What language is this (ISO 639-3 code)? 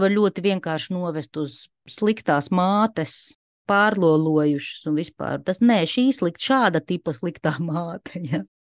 lav